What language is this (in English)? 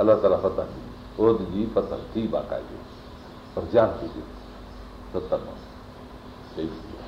Sindhi